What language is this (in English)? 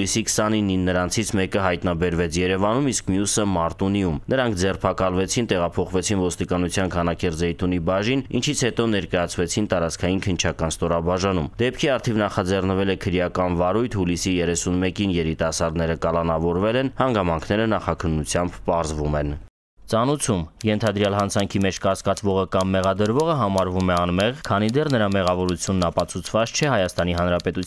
Armenian